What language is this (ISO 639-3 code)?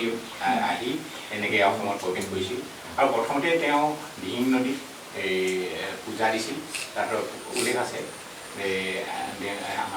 asm